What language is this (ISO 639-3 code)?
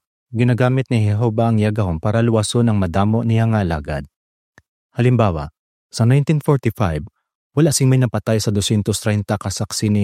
hil